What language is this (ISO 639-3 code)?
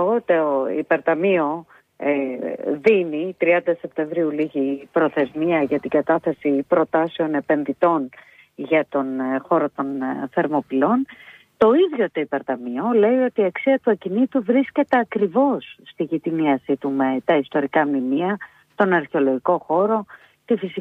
ell